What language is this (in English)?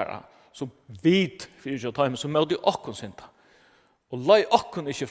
Faroese